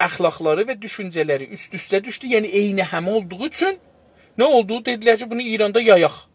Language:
South Azerbaijani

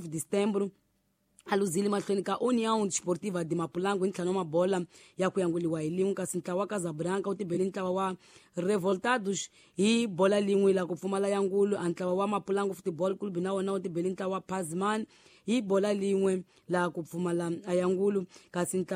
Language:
Tsonga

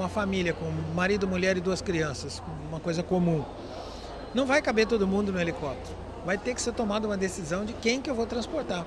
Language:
Portuguese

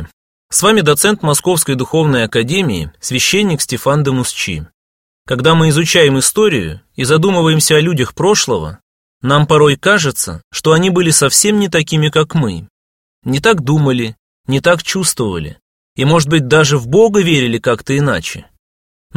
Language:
Russian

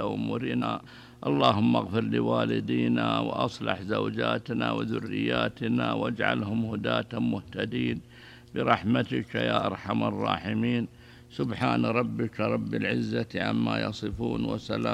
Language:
Arabic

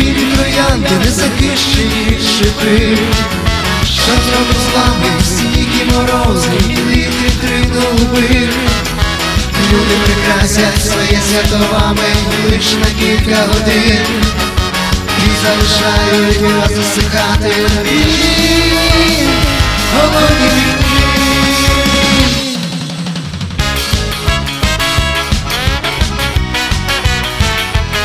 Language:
Ukrainian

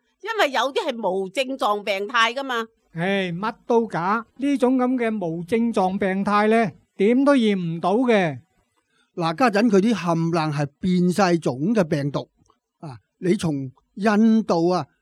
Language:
Cantonese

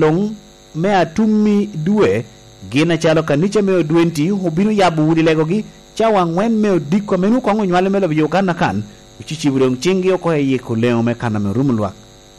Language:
Lango (Uganda)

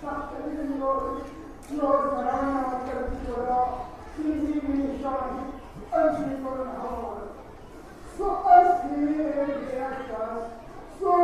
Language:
Kashmiri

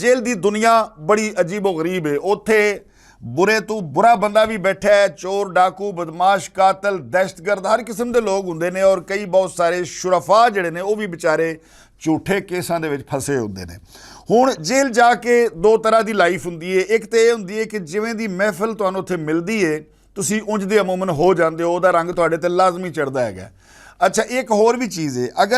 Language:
Western Panjabi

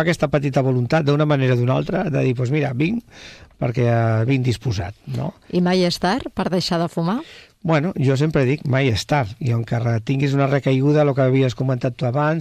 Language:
Catalan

